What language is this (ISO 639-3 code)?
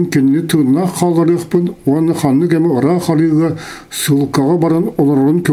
sah